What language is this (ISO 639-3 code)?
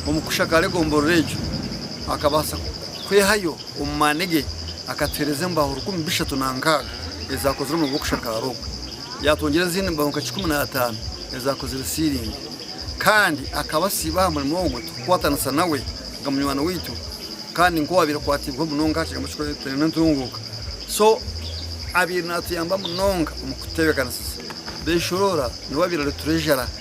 nyn